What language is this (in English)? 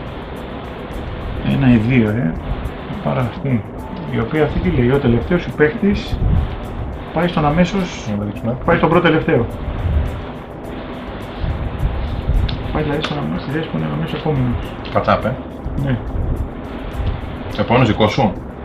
Greek